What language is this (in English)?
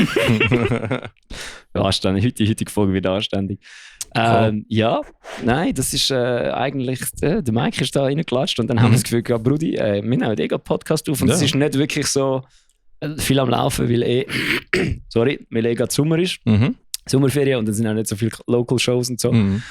Swiss German